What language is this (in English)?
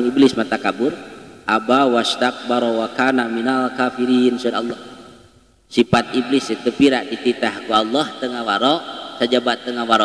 Sundanese